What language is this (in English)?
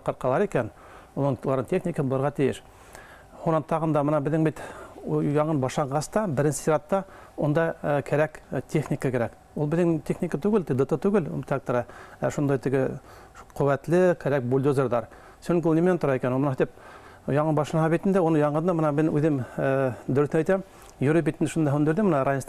Bashkir